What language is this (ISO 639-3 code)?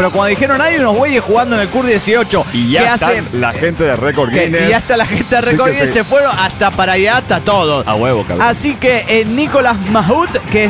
spa